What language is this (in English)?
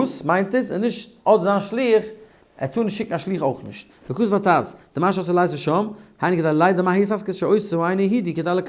Yiddish